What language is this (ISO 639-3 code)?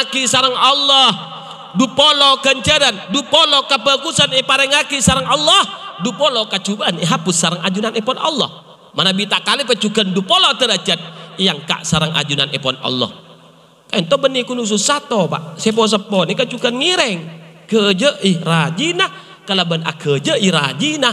mad